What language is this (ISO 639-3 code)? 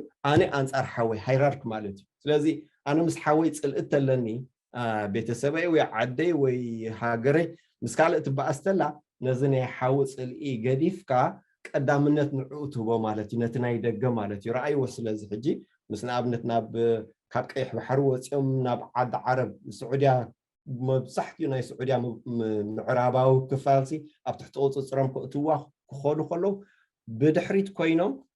tir